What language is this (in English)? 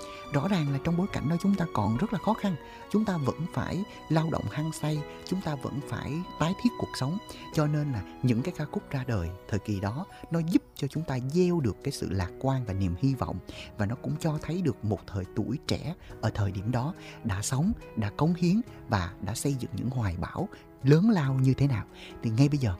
Vietnamese